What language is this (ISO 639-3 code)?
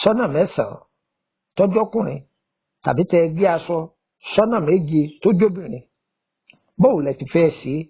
yor